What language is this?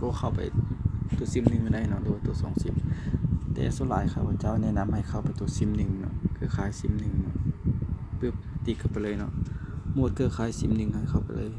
Lao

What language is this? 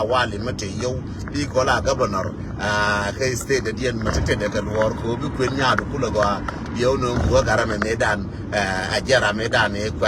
Nuer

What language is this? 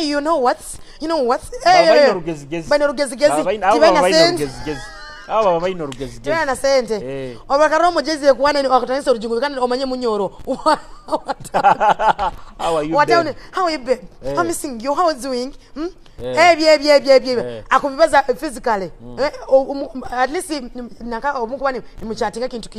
Nyoro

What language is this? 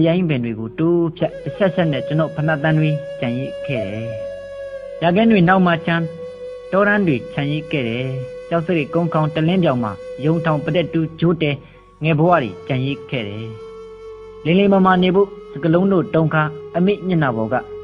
Burmese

